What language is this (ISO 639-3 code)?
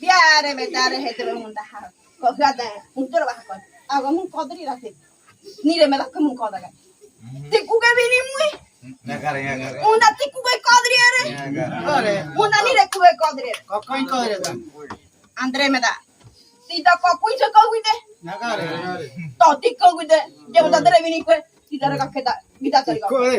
gym